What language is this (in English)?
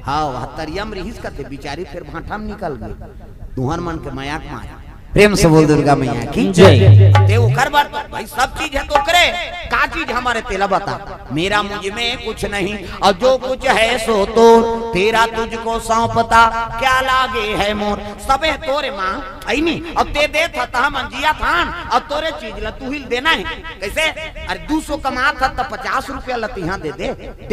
Chhattisgarhi